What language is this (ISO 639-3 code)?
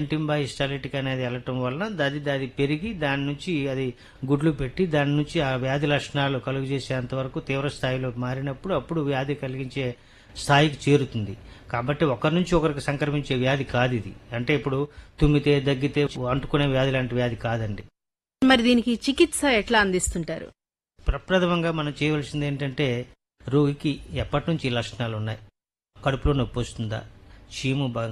tel